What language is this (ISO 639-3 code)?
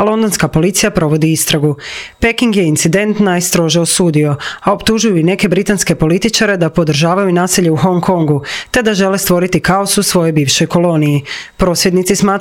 hrv